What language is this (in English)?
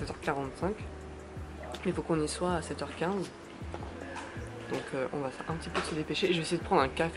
French